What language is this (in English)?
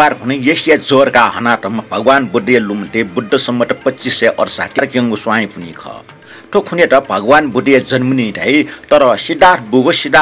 Newari